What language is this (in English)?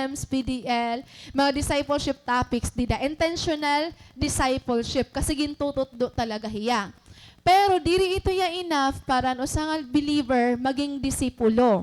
Waray